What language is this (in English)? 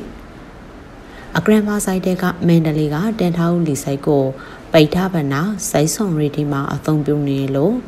Burmese